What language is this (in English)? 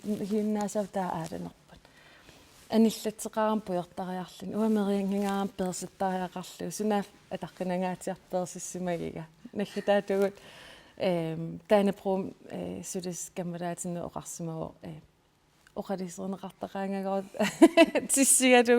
Kalaallisut